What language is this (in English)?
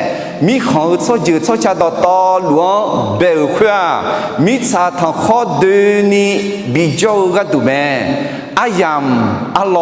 Akha